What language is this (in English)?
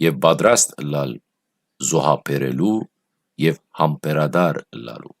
Western Armenian